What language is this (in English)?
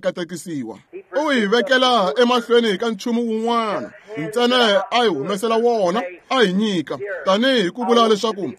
Tsonga